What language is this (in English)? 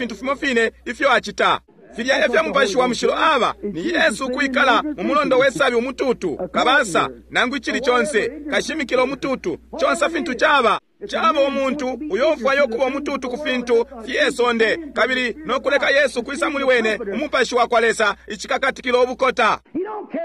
Bemba